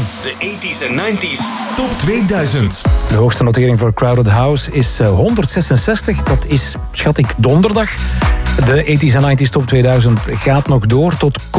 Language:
Dutch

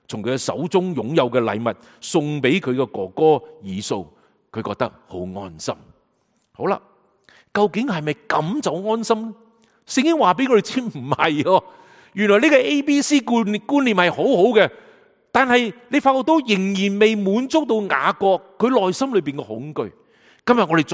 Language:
Cantonese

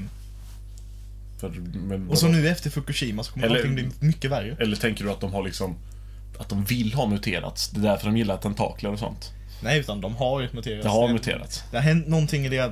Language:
Swedish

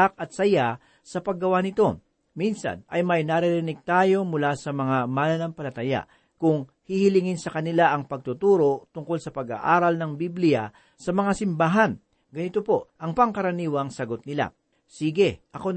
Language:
Filipino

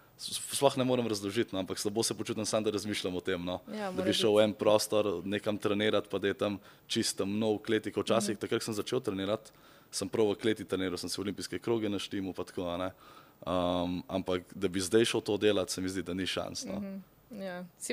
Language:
Slovenian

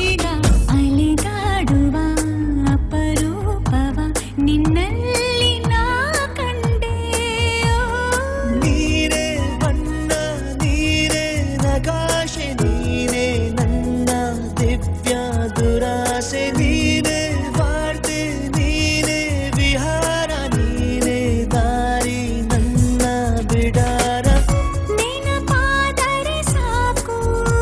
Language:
Kannada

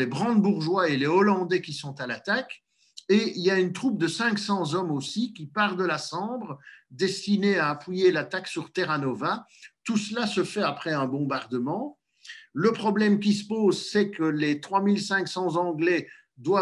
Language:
French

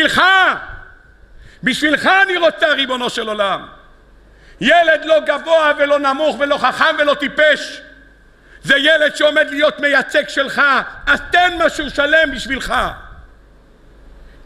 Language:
Hebrew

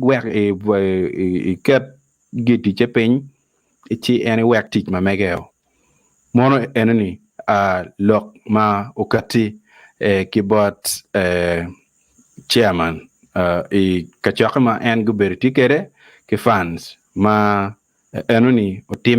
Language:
Acoli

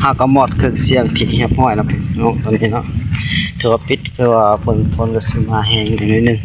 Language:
Northeastern Thai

